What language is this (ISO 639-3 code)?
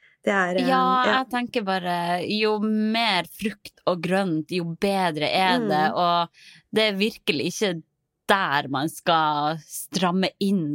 nor